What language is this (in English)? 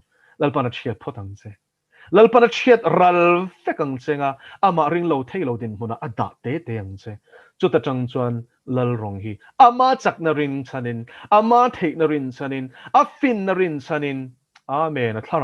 Mizo